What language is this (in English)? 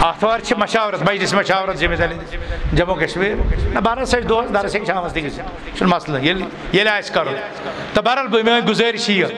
Kashmiri